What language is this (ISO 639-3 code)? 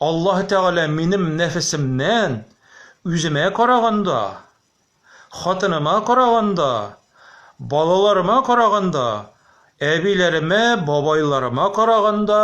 tat